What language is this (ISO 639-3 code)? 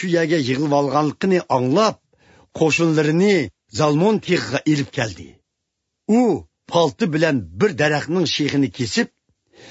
uig